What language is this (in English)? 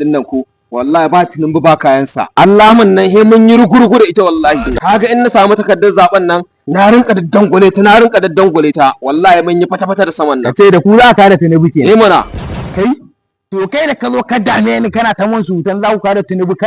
Hausa